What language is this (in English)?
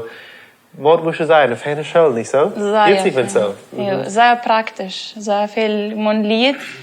Plautdietsch